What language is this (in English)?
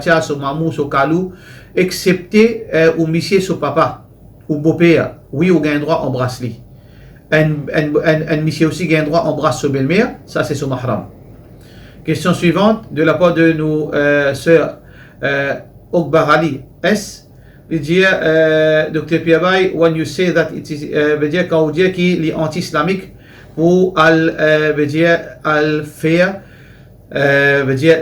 Morisyen